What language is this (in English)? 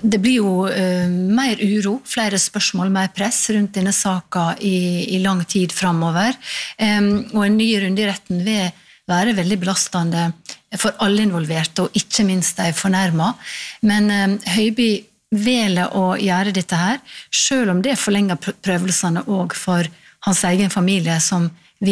Norwegian